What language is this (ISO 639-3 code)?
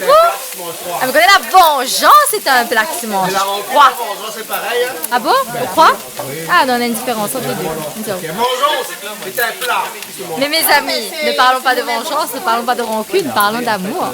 rcf